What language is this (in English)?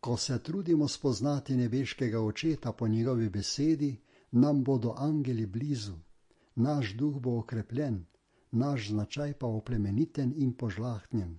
Slovenian